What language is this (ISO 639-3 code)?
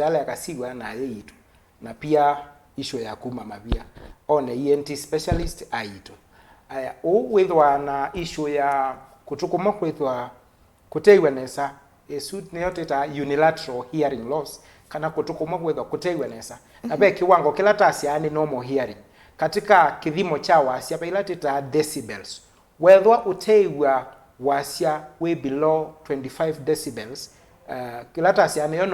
kam